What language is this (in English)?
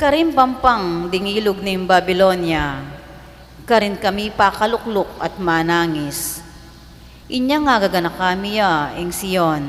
Pampanga